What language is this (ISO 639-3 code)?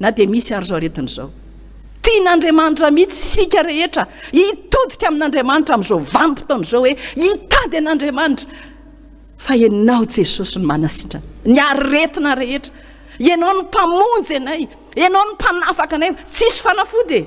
mlg